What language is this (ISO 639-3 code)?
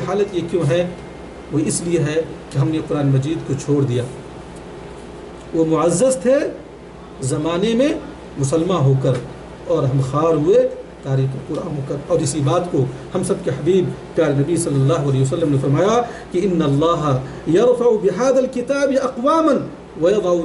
urd